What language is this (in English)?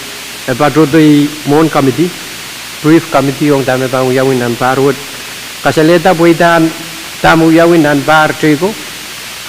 Pohnpeian